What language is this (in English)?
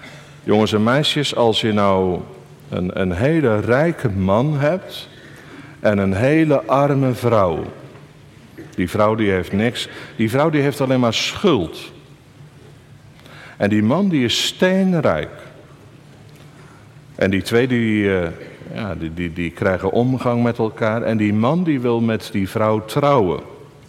Dutch